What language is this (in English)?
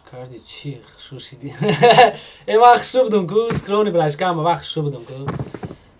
Tajik